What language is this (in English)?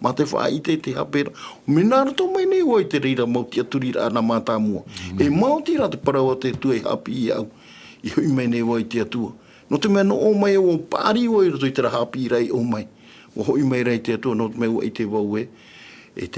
Tahitian